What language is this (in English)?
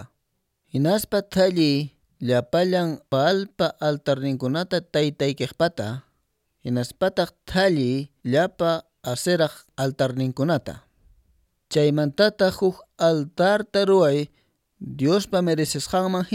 Quechua